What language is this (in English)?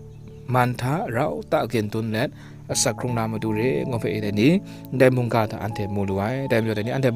Kachin